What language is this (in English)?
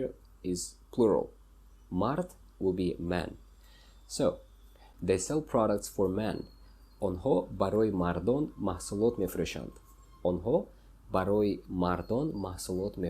Tajik